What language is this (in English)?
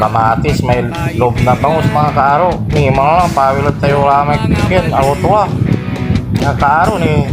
Pangasinan